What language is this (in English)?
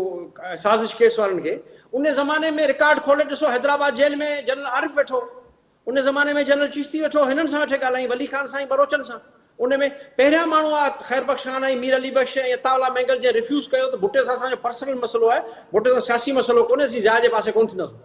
Sindhi